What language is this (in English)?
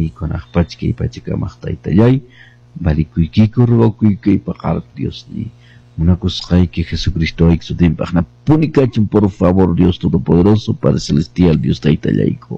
Quechua